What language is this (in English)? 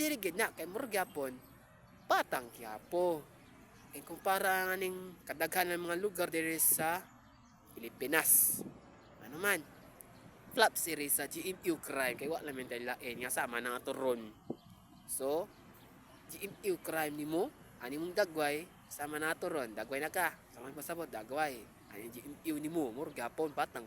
Cebuano